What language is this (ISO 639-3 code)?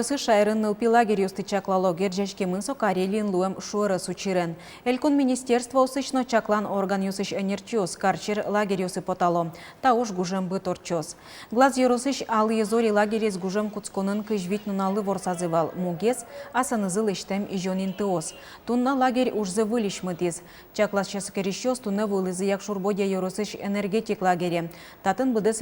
udm